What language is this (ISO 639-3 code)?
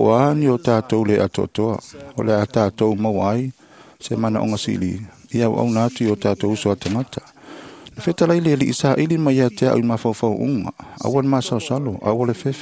smo